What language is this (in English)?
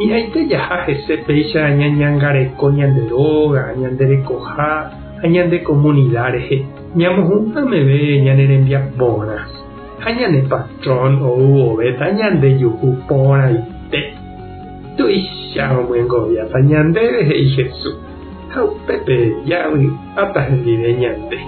Guarani